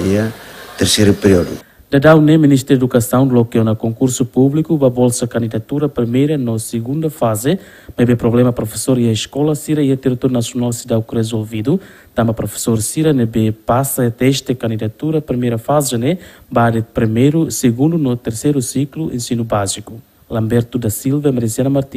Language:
Tetum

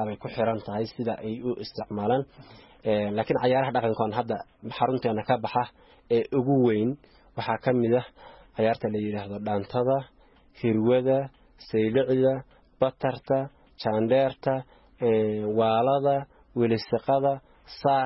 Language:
Somali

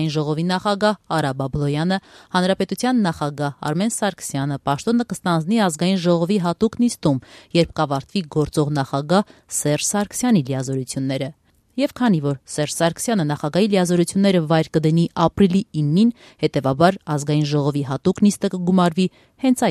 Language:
Armenian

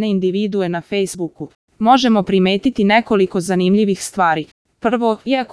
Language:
Croatian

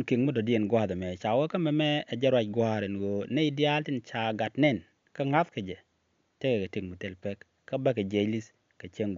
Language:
Nuer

